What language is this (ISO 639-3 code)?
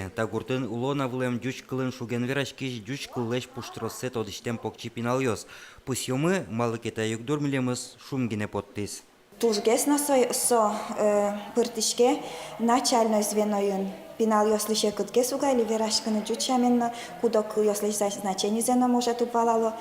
udm